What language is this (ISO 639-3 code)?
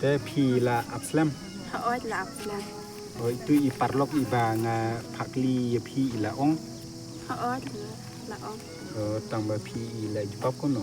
kha